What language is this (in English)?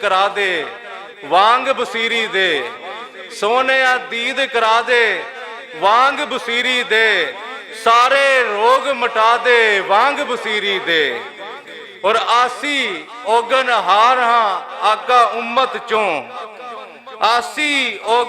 Western Panjabi